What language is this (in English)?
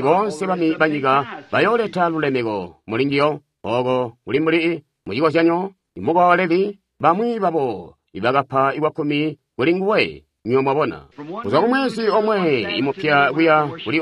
Tonga (Zambia)